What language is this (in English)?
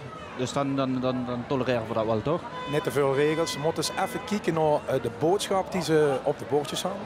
Limburgish